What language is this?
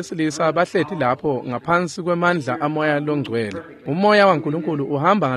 Swati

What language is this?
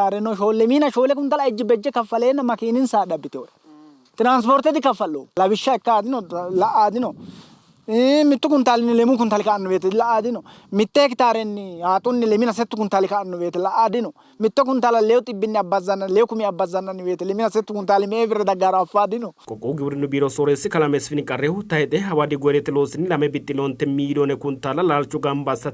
Sidamo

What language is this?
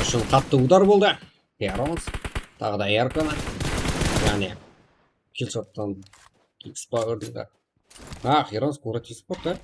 Kara-Kalpak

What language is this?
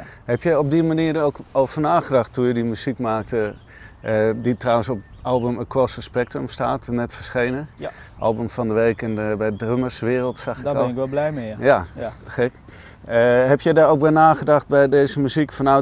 Dutch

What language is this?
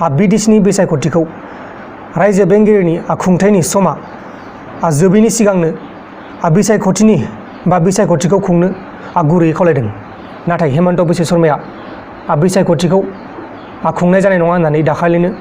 Bodo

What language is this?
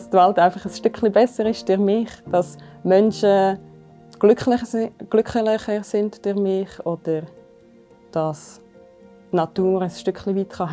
Swiss German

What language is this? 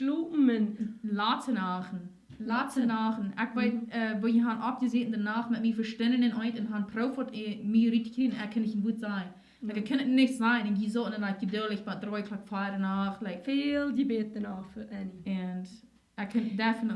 Plautdietsch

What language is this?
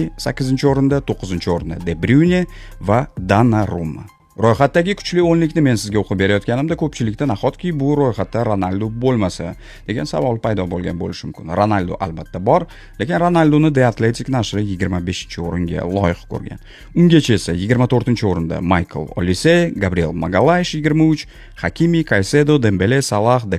Uzbek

